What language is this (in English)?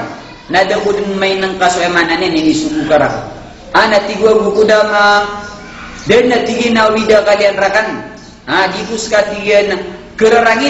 Maranao